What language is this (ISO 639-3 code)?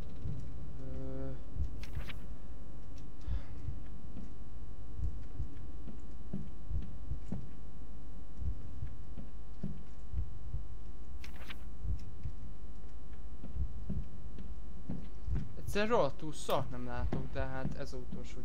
hun